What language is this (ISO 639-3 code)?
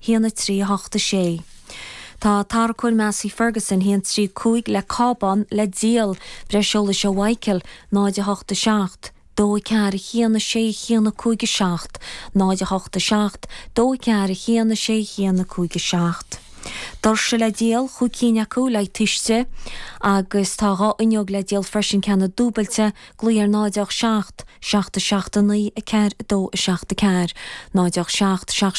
gle